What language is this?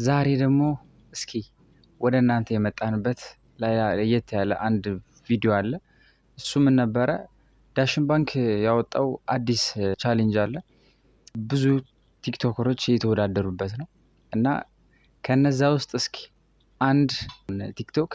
Amharic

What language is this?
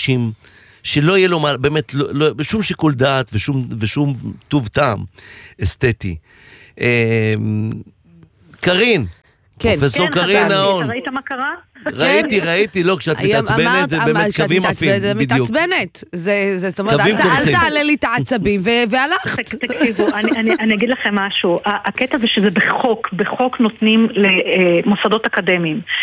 Hebrew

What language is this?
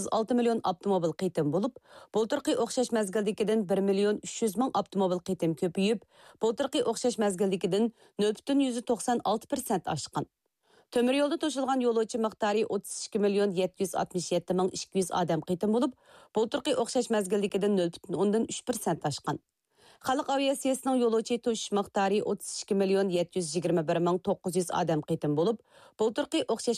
Uyghur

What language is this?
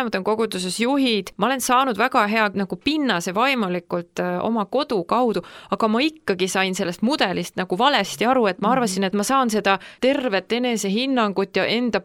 Estonian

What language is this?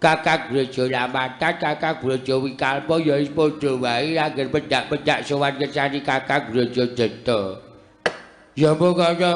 Javanese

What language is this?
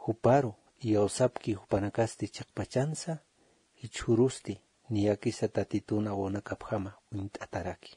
Aymara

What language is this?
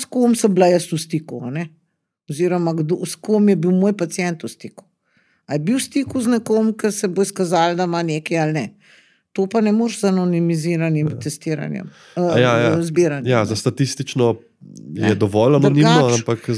Slovenian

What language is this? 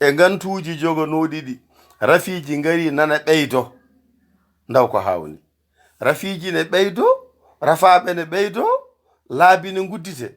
Fula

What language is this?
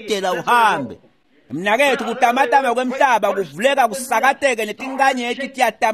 Swati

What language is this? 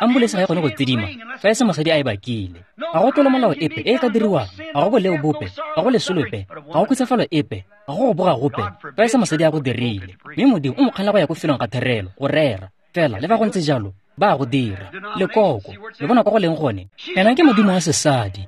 Tswana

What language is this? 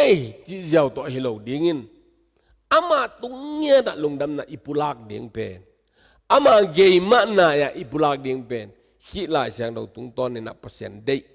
Tedim Chin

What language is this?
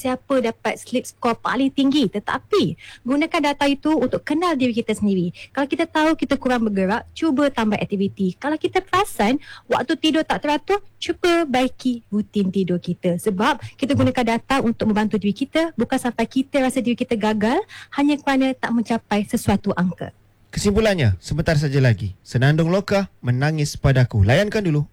Malay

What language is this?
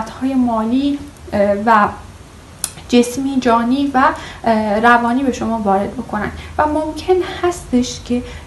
Persian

